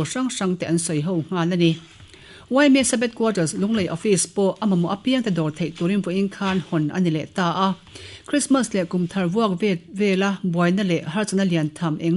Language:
Mizo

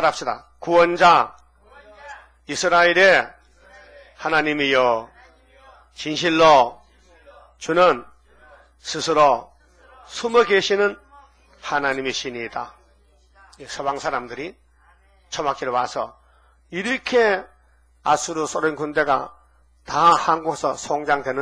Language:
Korean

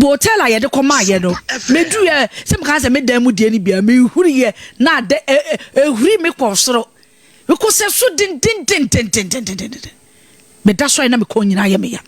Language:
Akan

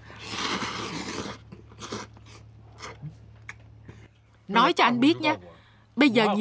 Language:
Vietnamese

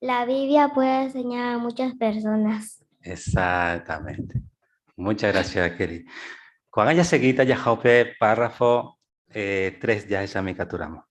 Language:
Guarani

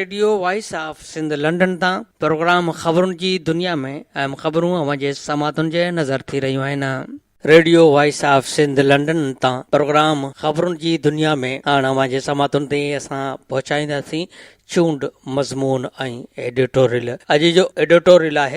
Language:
Sindhi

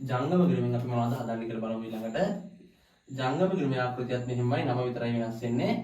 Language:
Sinhala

